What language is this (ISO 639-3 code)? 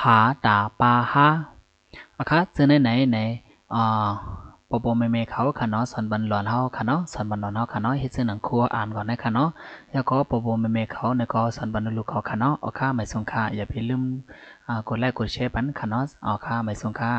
shn